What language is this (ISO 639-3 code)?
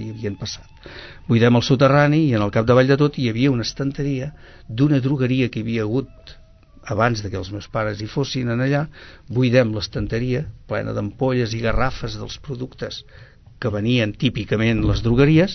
cat